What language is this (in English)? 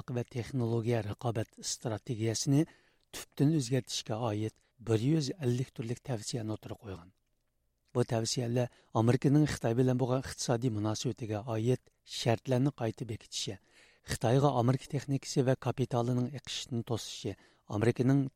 Uyghur